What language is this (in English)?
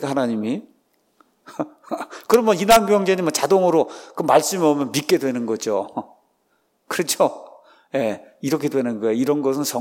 Korean